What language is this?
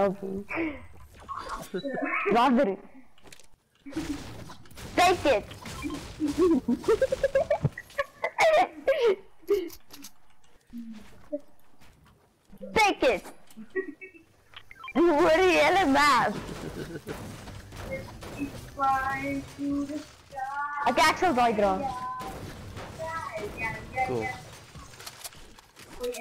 Afrikaans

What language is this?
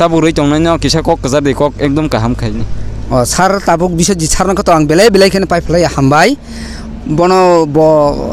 Kok Borok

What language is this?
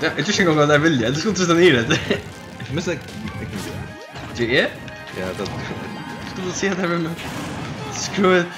Faroese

